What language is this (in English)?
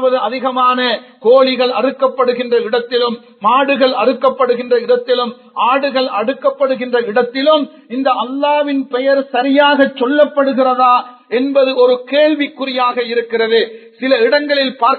Tamil